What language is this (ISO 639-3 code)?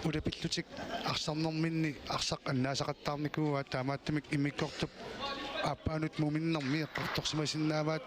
kal